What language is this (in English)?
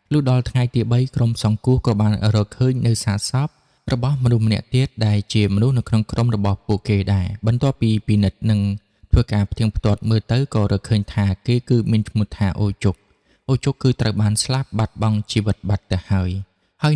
Khmer